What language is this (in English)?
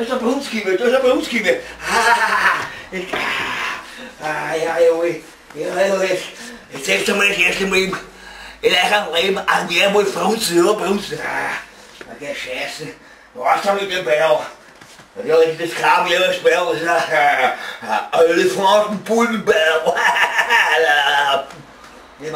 Bavarian